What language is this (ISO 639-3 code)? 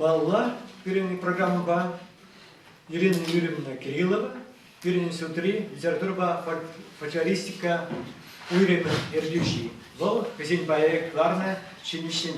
chv